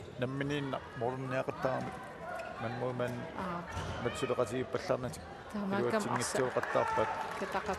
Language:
Kalaallisut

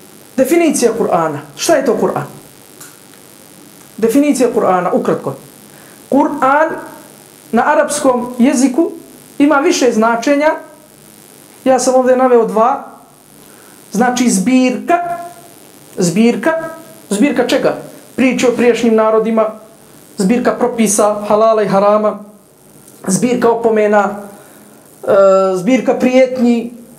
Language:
Bosnian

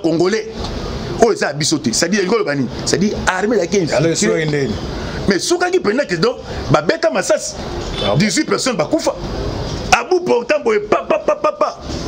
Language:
Lingala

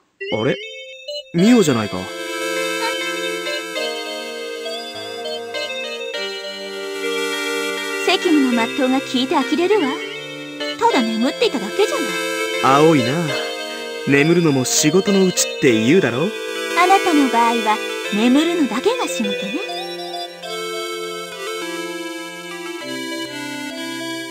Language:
Japanese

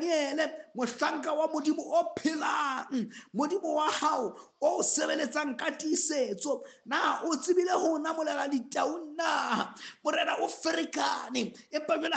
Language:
Southern Sotho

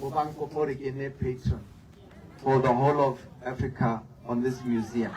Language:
Tswana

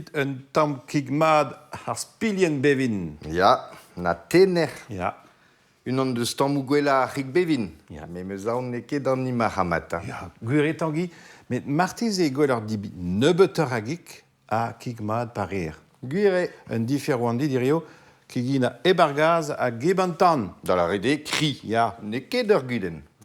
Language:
Breton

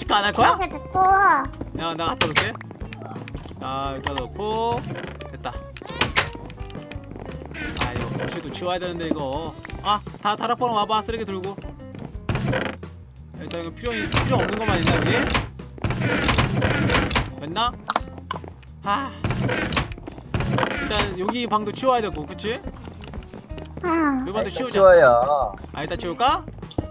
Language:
Korean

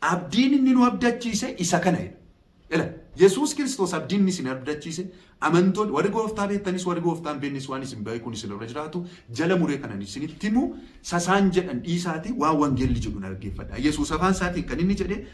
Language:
Oromo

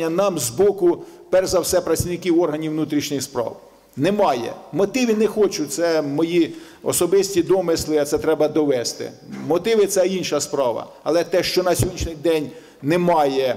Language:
Ukrainian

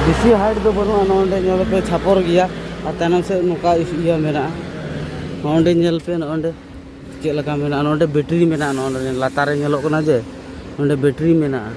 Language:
Santali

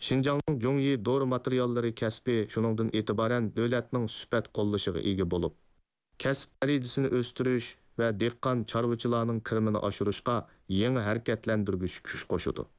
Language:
Uyghur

